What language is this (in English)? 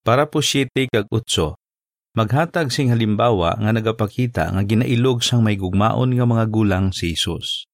Hiligaynon